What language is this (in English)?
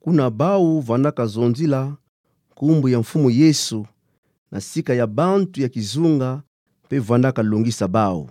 Kituba (Democratic Republic of Congo)